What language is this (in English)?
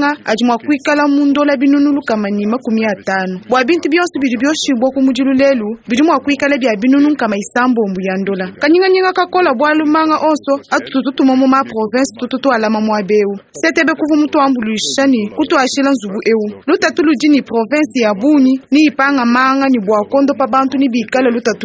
Luba-Lulua